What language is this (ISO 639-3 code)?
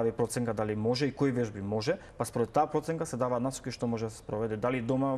mkd